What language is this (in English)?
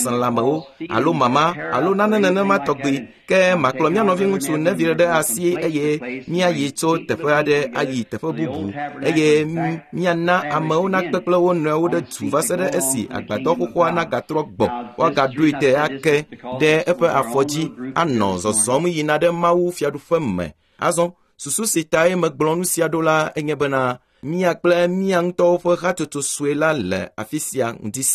Ewe